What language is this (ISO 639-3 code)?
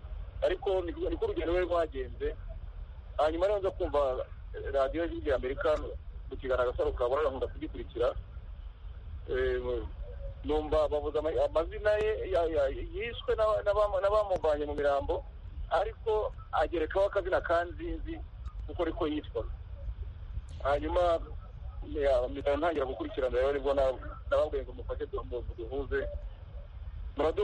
kin